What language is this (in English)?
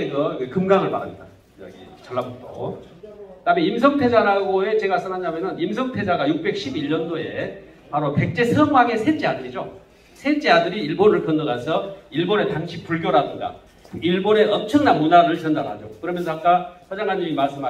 Korean